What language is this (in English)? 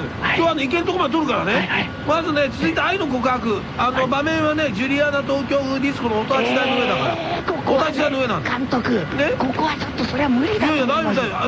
Japanese